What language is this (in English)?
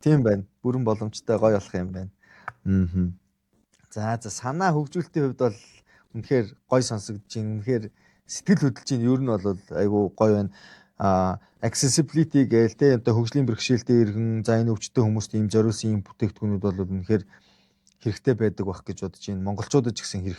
Mongolian